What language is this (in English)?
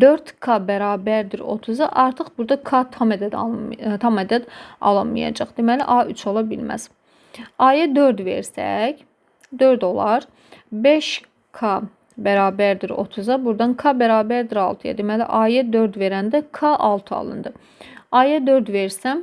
Azerbaijani